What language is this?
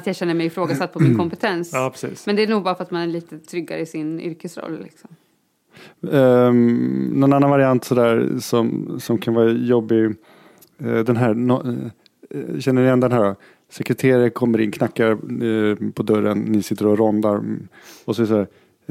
Swedish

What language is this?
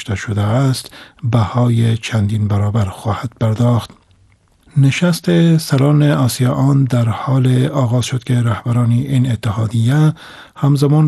Persian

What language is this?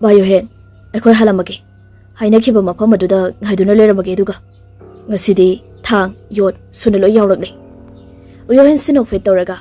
Manipuri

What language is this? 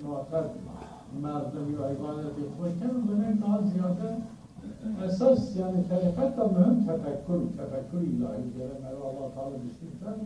Zaza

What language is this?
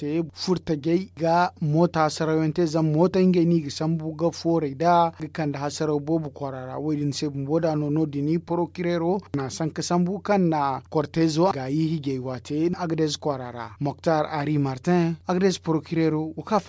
Zarma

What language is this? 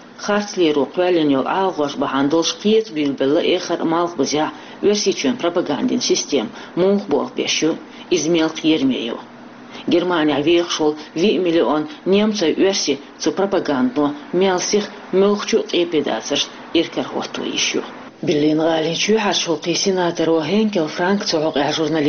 Chechen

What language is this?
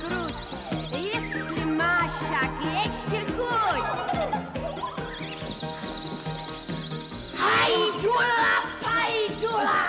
Czech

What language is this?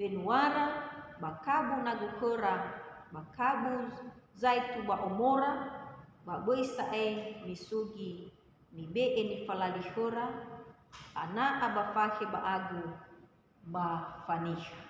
Nias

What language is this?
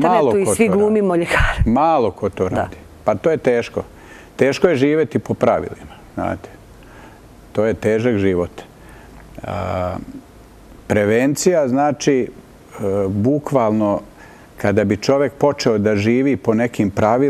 Bosnian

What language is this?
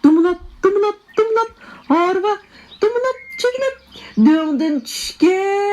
Uyghur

